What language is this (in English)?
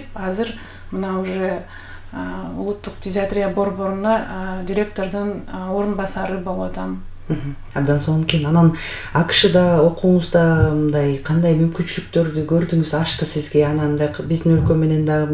Kyrgyz